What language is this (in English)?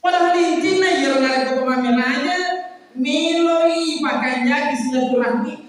Buginese